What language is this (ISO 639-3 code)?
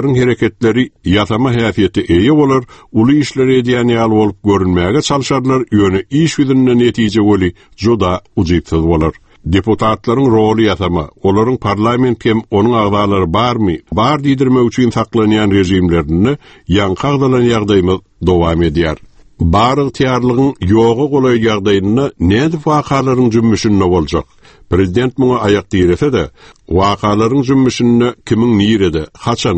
tuk